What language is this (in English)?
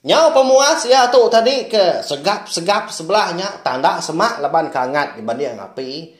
Iban